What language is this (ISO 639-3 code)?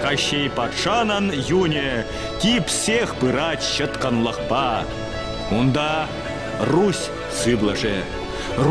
chv